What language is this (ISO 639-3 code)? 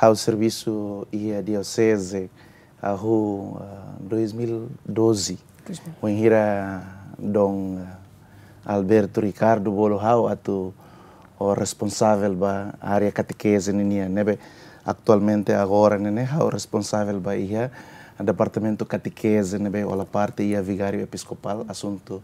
tet